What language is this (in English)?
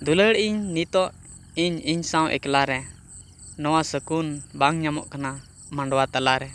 Santali